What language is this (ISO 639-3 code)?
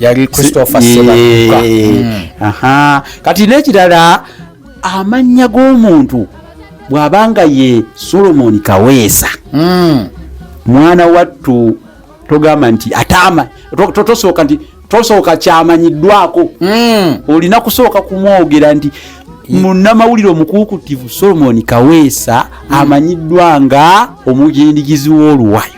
lug